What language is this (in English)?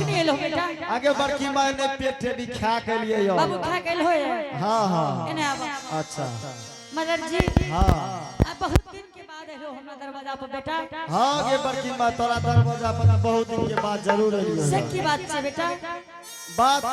Angika